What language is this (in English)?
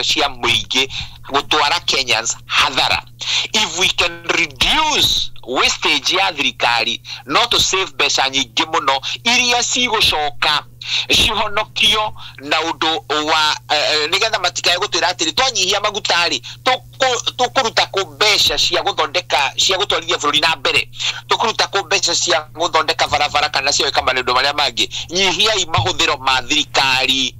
Kikuyu